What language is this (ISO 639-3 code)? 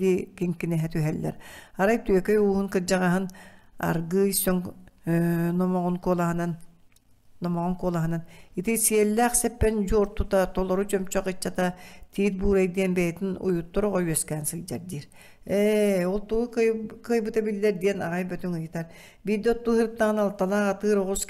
sah